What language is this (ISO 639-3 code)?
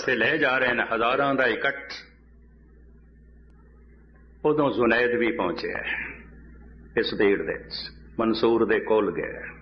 pan